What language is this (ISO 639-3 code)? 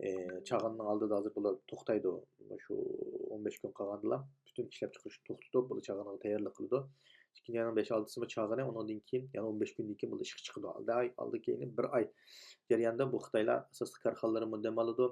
uig